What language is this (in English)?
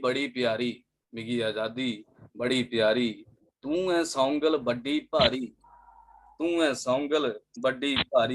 Dogri